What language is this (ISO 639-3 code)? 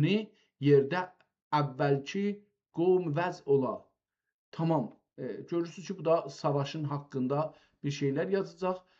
azb